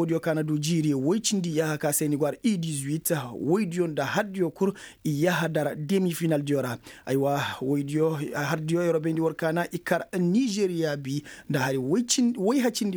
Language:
Koyraboro Senni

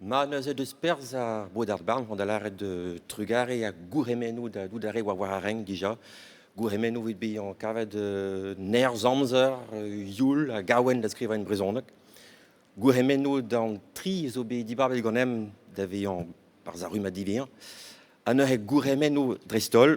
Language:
Breton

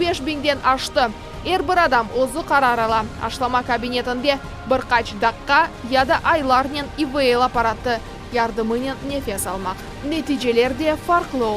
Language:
Crimean Tatar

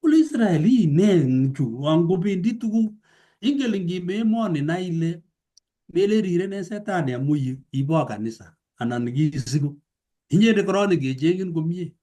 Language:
Kalenjin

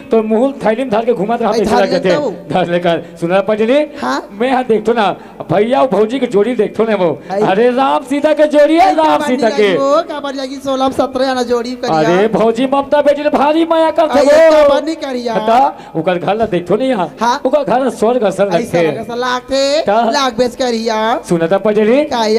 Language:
Chhattisgarhi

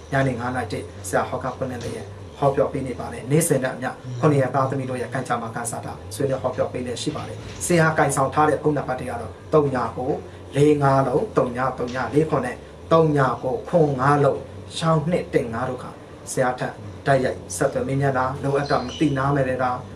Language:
Burmese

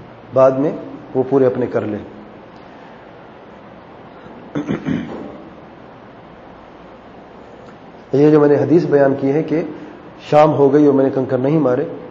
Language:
Urdu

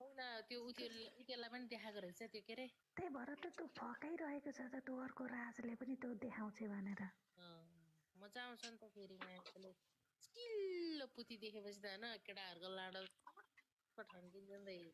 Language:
Nepali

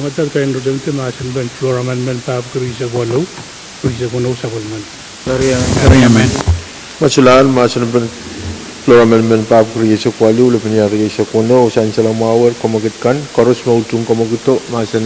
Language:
Pohnpeian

